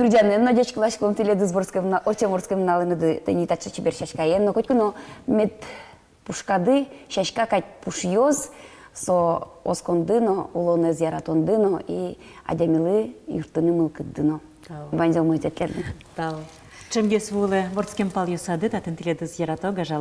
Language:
Udmurt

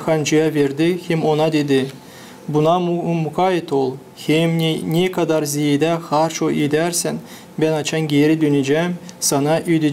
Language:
Gagauz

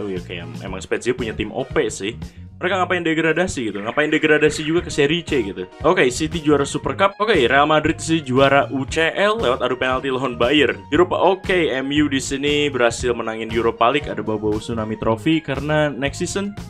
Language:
Indonesian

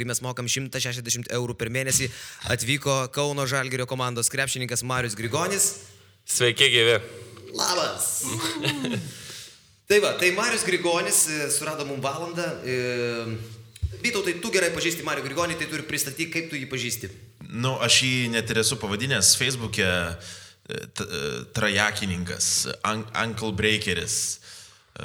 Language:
Lithuanian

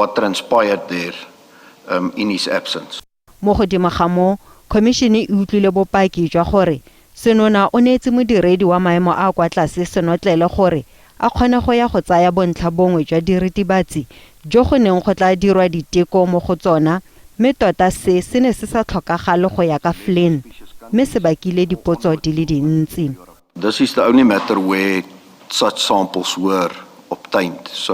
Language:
Tswana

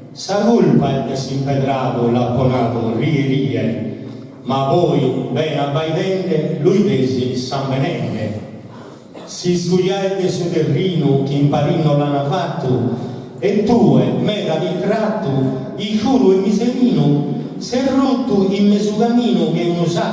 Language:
Sardinian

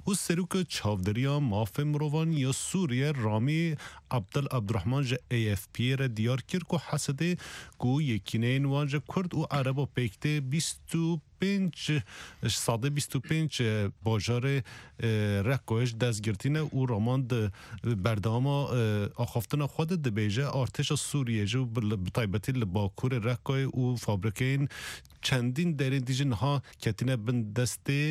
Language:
Kurdish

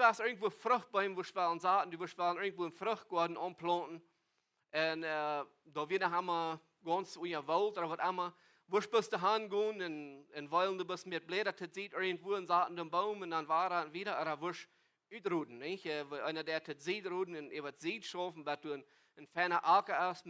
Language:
Plautdietsch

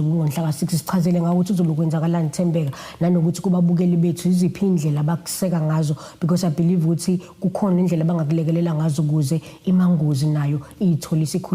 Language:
Zulu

